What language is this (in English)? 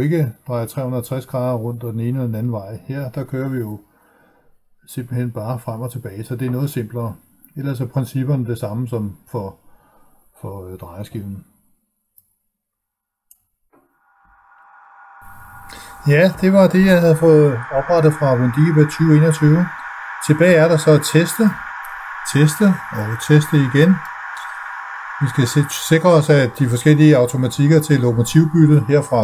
Danish